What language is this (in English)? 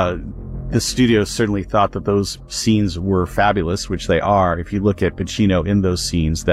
English